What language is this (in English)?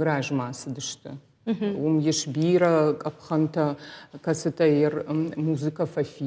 Ossetic